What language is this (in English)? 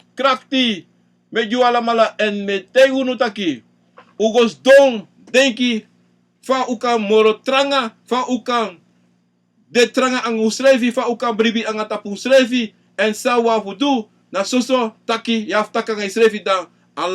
Sranan Tongo